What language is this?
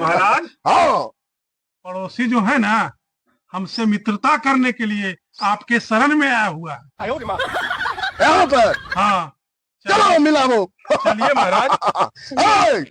Magahi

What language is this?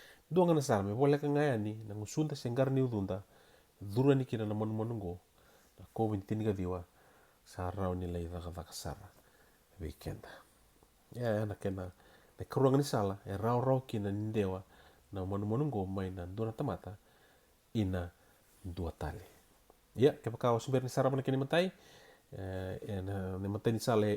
Fijian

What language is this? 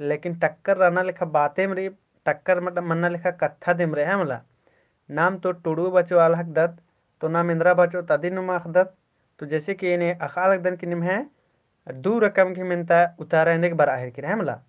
Kurukh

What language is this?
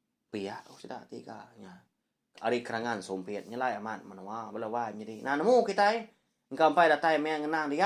Iban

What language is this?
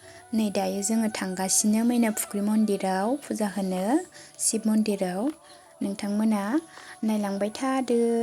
Bodo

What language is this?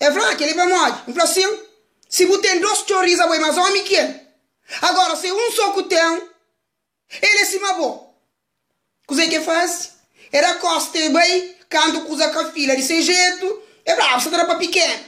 Kabuverdianu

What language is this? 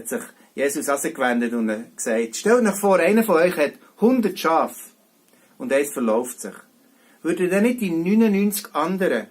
Swiss German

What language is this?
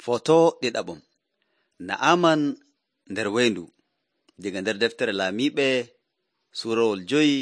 Nigerian Fulfulde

